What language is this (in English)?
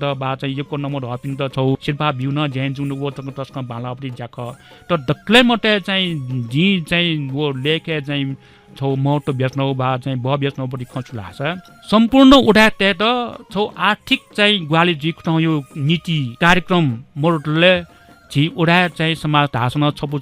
Newari